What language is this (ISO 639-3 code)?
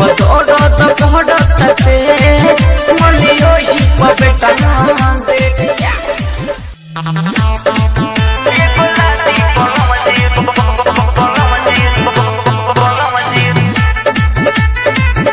bho